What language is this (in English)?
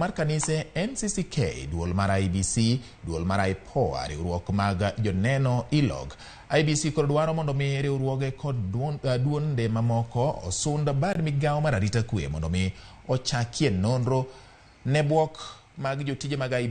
Luo (Kenya and Tanzania)